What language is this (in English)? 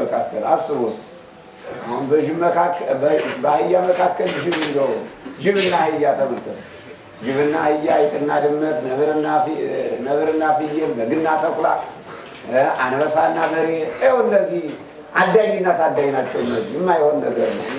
Amharic